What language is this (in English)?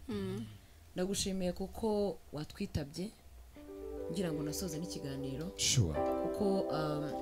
Kinyarwanda